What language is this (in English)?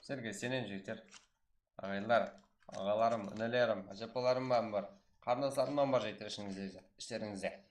Kara-Kalpak